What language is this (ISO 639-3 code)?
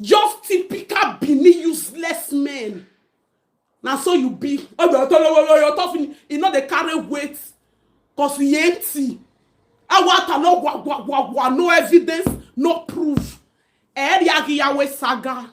pcm